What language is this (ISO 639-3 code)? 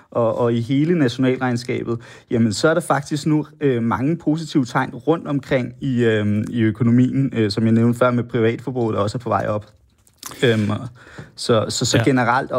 dan